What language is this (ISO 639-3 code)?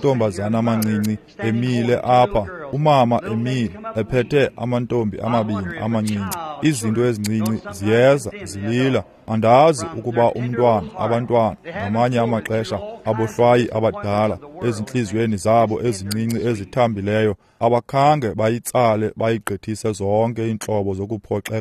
xho